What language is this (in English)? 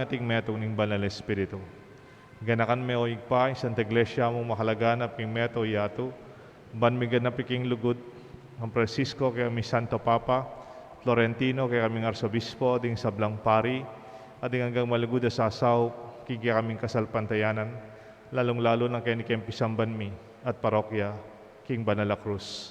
Pampanga